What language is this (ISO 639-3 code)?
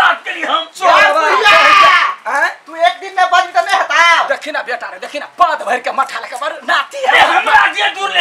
mai